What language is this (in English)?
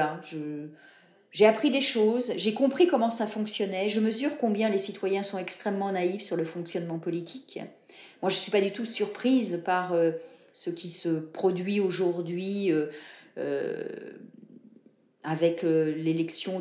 French